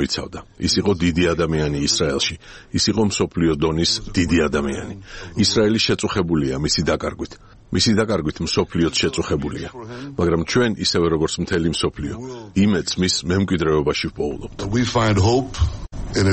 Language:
Georgian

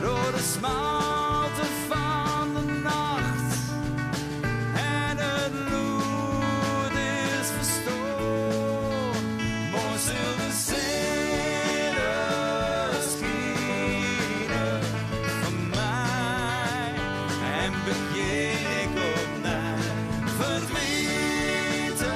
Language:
Western Frisian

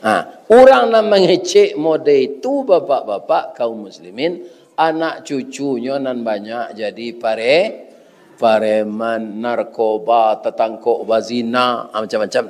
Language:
Minangkabau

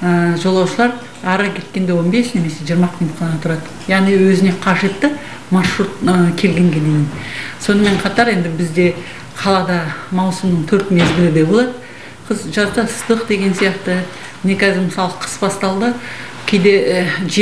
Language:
Kazakh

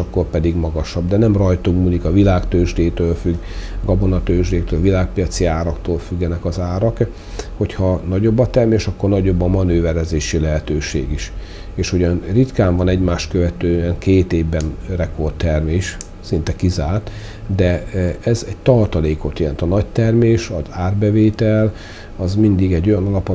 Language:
Hungarian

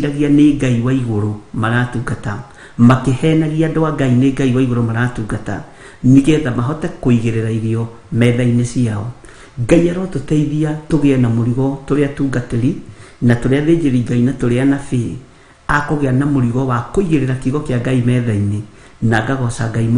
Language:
Kikuyu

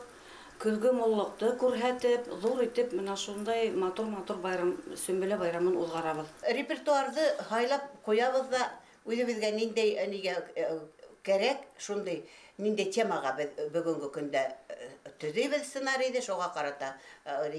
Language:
Bashkir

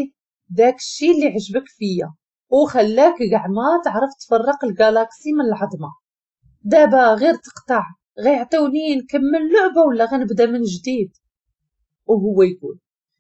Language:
Moroccan Arabic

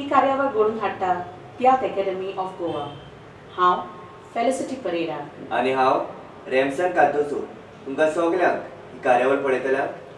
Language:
Konkani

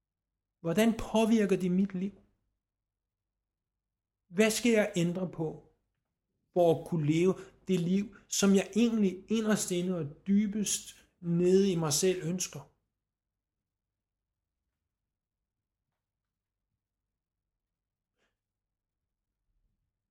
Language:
Danish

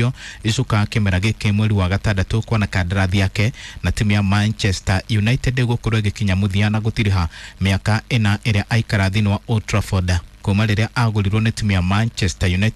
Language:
Kikuyu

